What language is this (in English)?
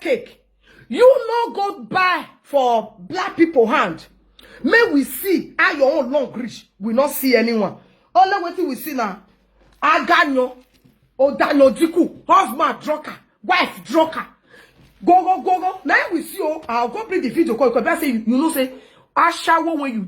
Nigerian Pidgin